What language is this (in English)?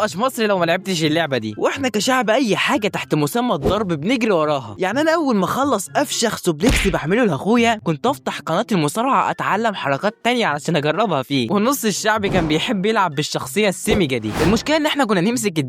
Egyptian Arabic